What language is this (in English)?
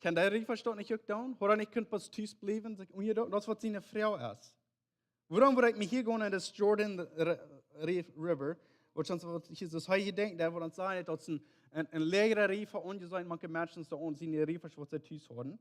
Plautdietsch